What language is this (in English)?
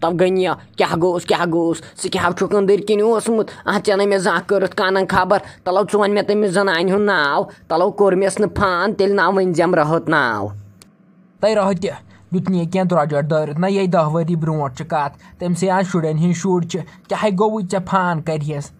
Kashmiri